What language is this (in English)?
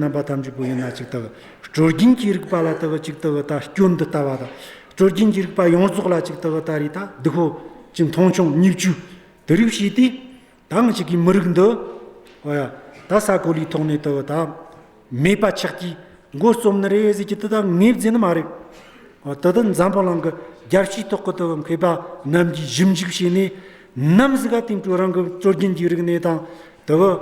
Amdo Tibetan